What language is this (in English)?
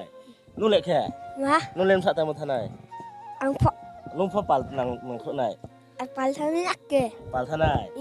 Riang (India)